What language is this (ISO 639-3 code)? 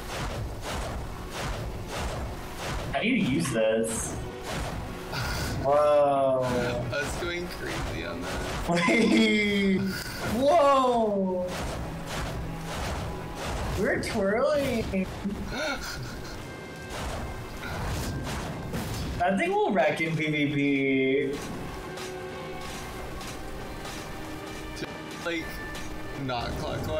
eng